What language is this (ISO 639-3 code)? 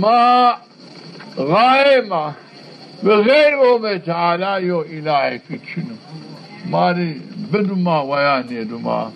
zza